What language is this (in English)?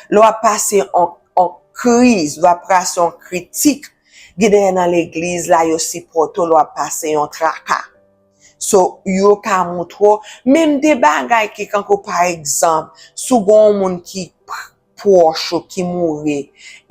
Haitian Creole